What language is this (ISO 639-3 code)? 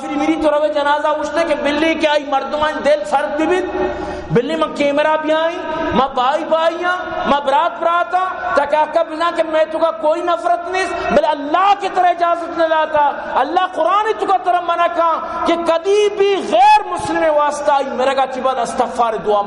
bal